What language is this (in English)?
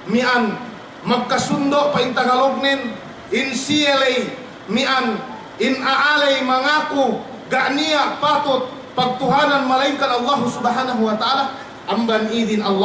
Yakan